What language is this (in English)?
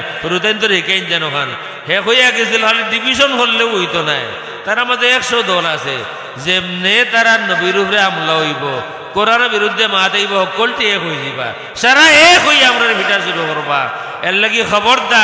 Sylheti